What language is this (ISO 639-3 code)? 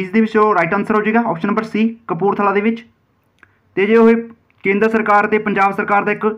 pan